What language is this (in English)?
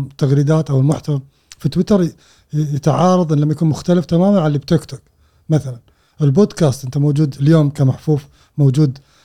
Gulf Arabic